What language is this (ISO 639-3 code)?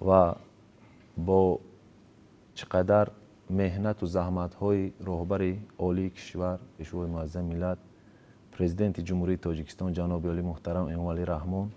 tgk